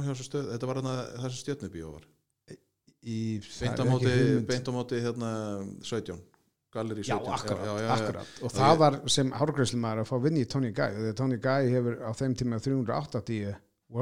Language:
Icelandic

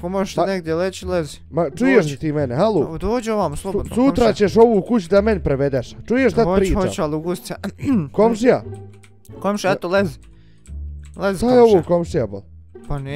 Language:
Bosnian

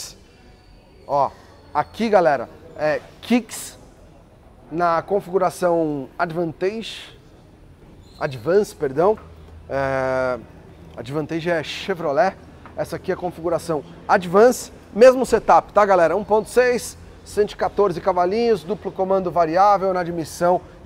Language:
Portuguese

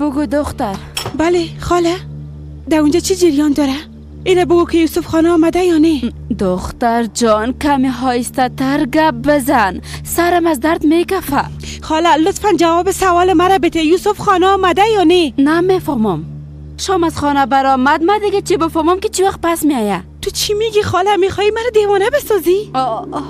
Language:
Persian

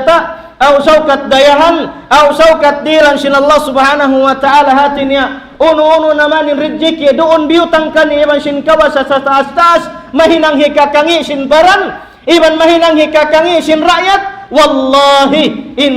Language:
Tausug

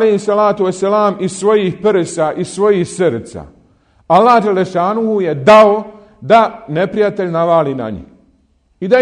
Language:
Bosnian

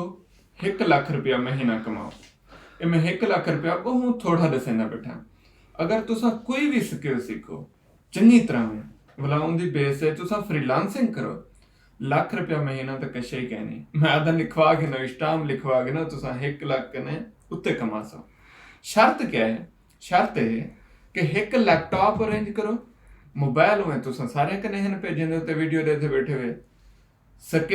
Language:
Saraiki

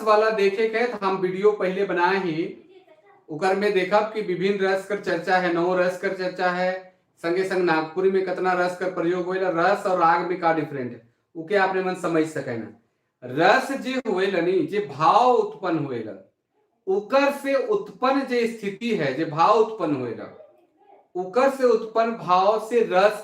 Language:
Sadri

